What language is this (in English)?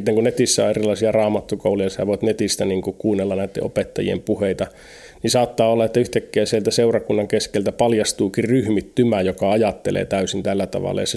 Finnish